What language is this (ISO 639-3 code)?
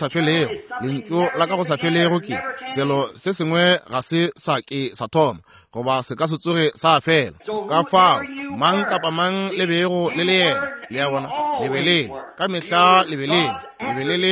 nso